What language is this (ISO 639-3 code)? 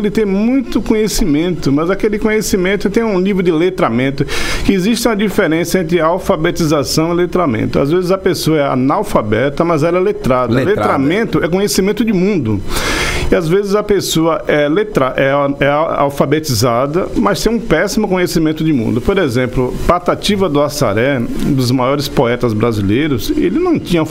por